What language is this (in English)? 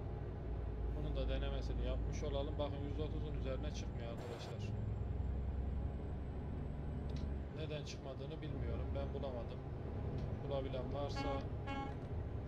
Turkish